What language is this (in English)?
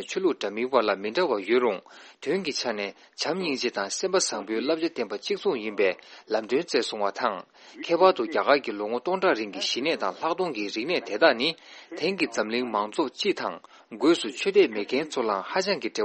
Tibetan